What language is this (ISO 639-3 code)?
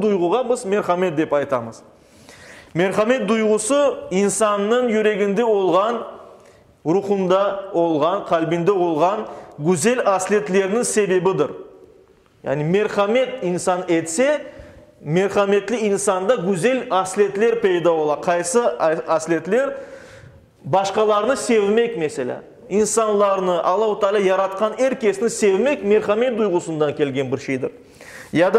crh